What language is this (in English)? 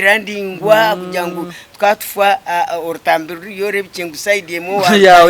Nyankole